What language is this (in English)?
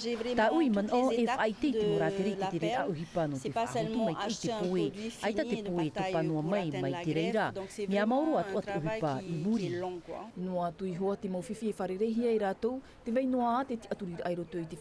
Tahitian